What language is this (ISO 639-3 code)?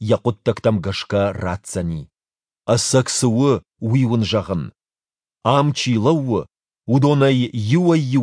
oss